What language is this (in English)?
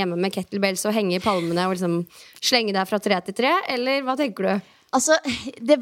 Norwegian